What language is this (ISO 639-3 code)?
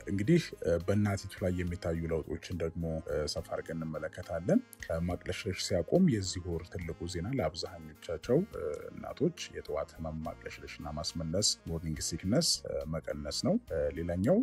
amh